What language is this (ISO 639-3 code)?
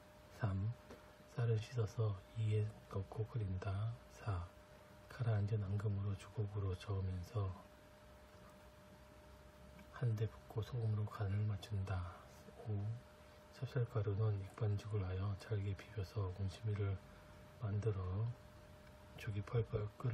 kor